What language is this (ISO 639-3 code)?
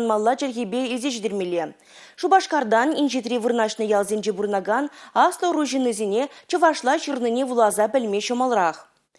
chv